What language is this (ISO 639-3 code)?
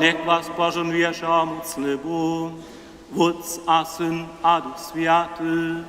hsb